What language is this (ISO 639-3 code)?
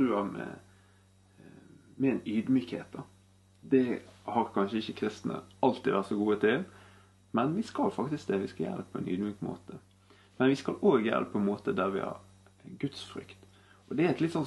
nor